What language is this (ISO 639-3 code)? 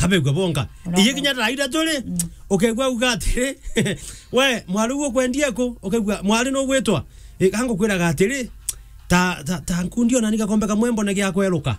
mer